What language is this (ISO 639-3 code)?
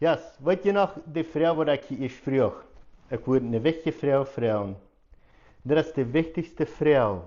pdt